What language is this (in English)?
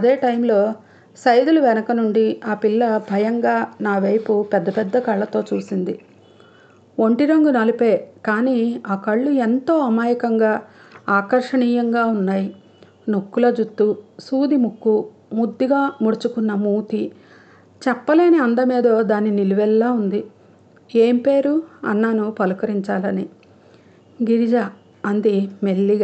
Telugu